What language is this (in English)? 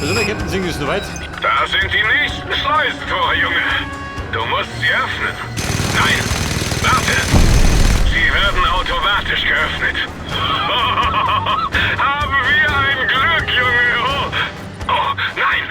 Bavarian